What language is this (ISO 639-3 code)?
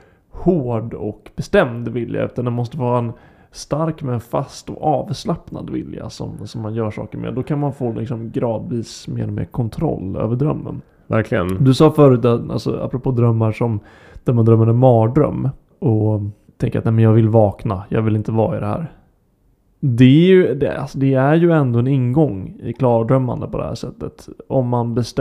swe